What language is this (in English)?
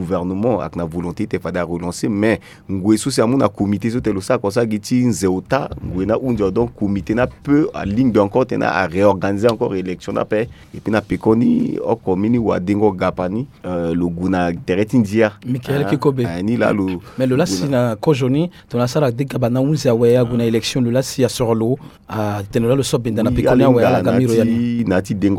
Sango